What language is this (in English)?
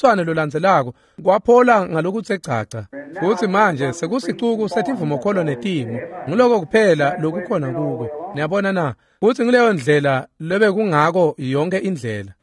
Swati